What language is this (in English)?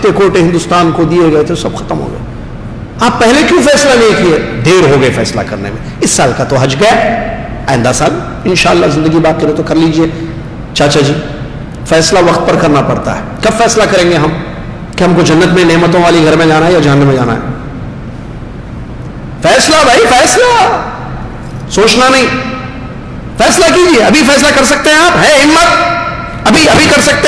Urdu